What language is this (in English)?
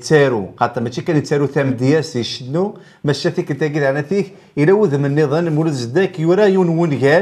Kabyle